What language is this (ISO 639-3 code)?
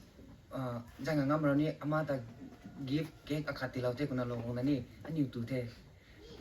nbu